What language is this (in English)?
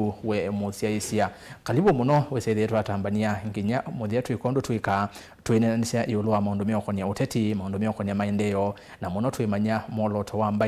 Kamba